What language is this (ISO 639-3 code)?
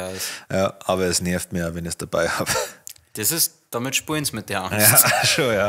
bar